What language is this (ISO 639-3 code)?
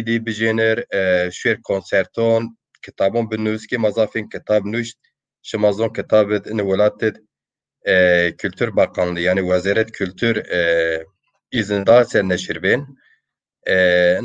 zza